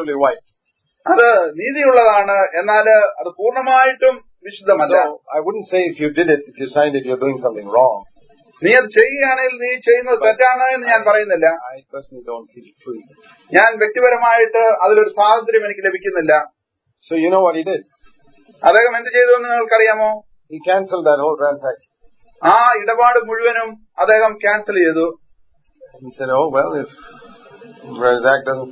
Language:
Malayalam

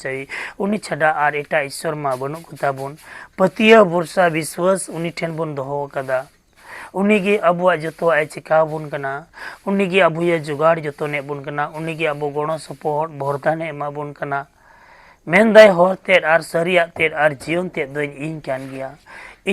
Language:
Santali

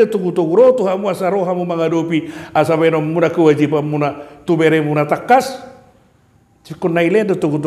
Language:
Batak Toba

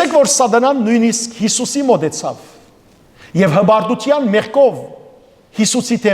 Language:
Western Armenian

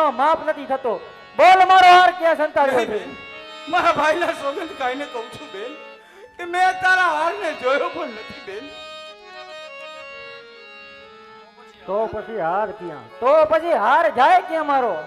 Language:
Gujarati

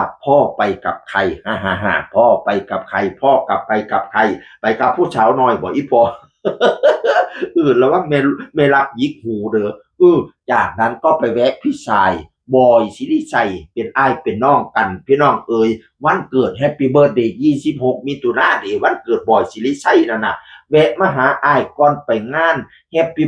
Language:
Northeastern Thai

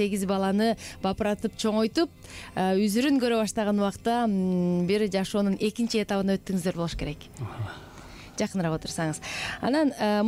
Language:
Kyrgyz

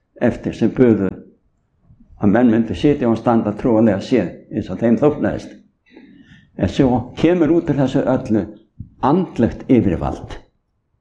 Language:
Icelandic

